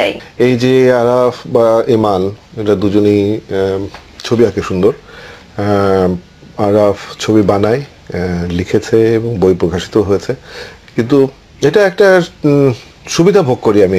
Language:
Bangla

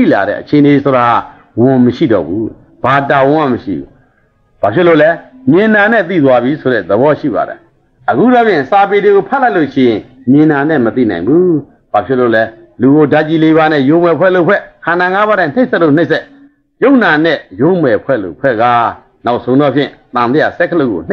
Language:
Burmese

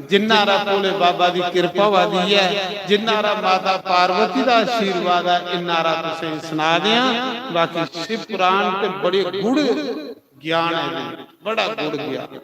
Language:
Dogri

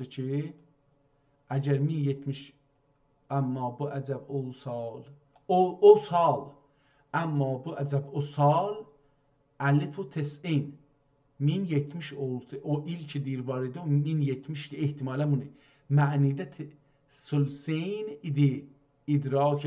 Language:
South Azerbaijani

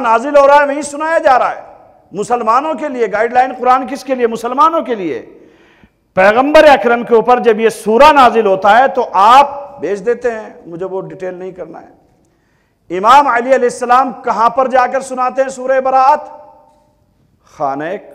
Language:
Urdu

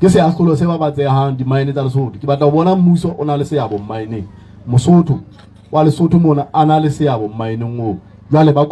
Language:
Southern Sotho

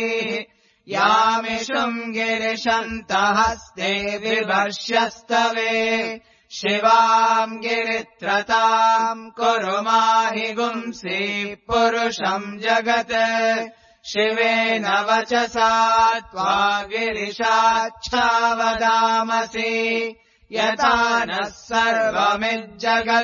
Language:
Sanskrit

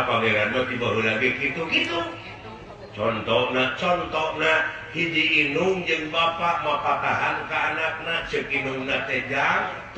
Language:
Sundanese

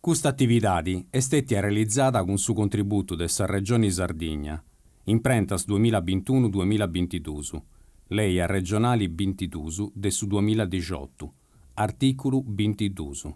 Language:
Sardinian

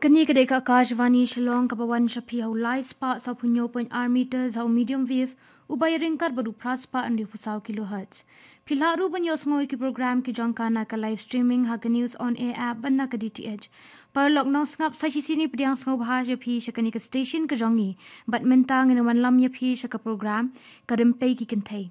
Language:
Khasi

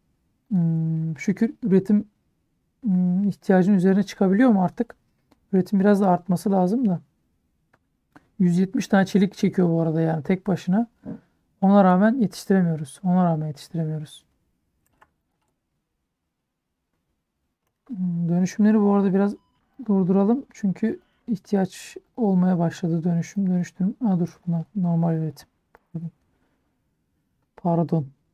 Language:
Turkish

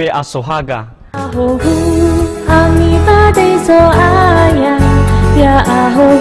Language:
Nias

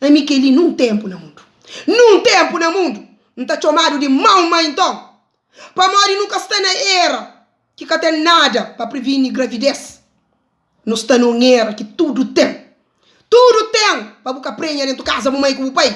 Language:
Kabuverdianu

